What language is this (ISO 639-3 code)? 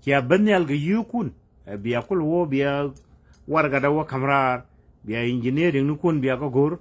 nus